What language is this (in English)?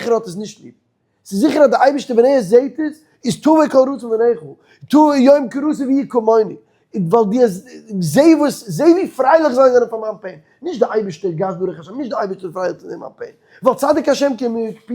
Yiddish